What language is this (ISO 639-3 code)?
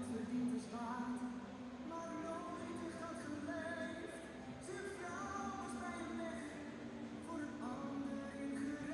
fry